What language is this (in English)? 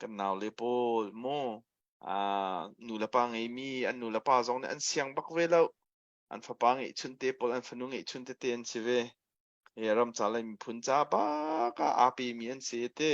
Hakha Chin